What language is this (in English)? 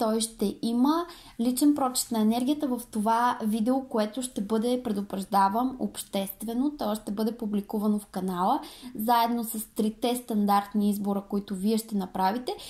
Bulgarian